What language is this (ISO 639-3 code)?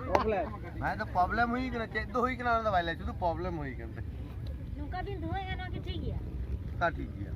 sat